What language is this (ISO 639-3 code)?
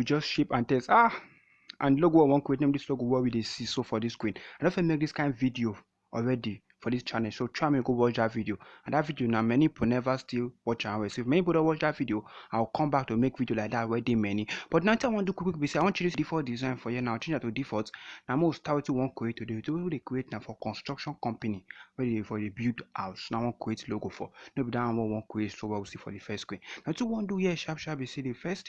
pcm